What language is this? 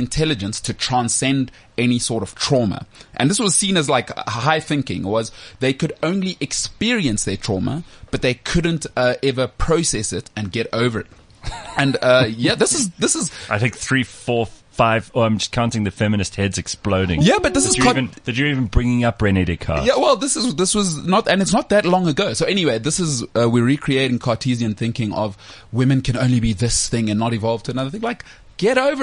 English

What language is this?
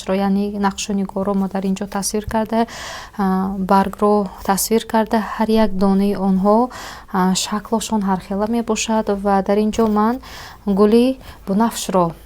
Tajik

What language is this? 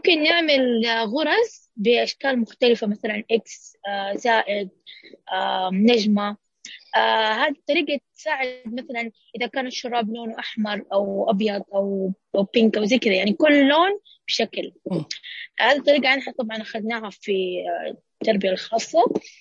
Najdi Arabic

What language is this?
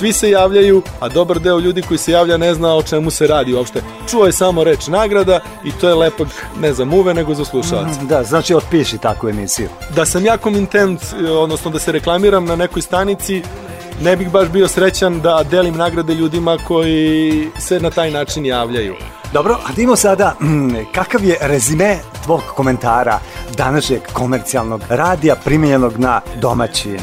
Serbian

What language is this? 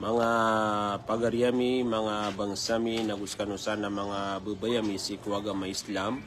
Maranao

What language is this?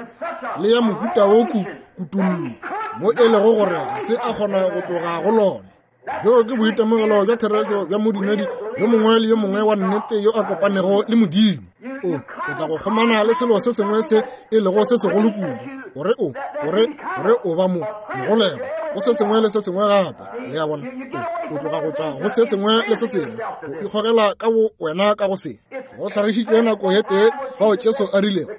Northern Sotho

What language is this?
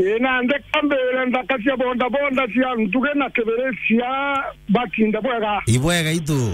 Meru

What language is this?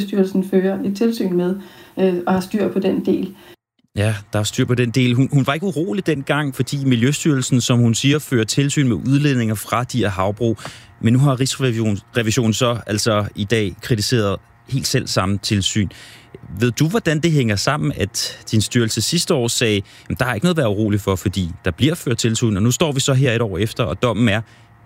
Danish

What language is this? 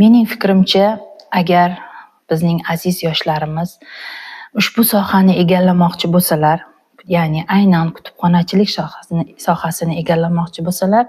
Uzbek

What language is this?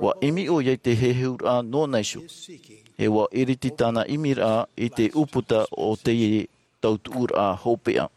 Tahitian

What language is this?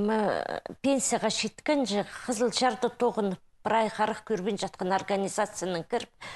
Khakas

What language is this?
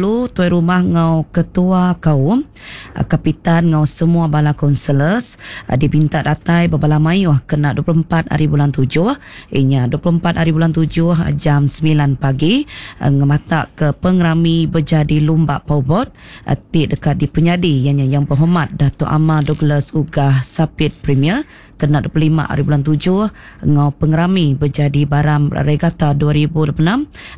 Iban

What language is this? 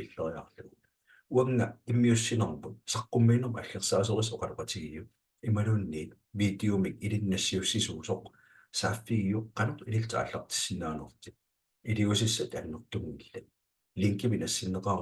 Kalaallisut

